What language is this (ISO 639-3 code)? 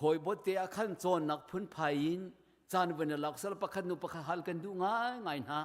cnh